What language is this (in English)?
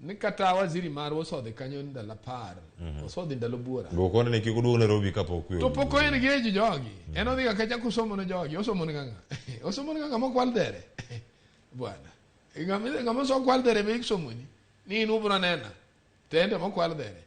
Luo (Kenya and Tanzania)